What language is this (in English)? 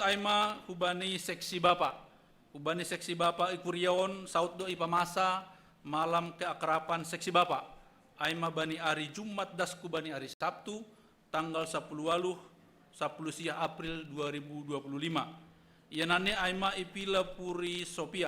Batak Simalungun